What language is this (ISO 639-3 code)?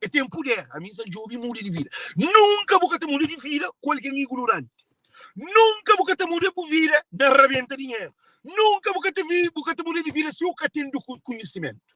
kea